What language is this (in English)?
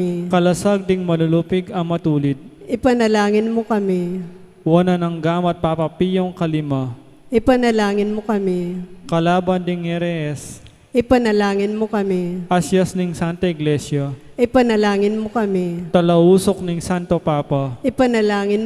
Pampanga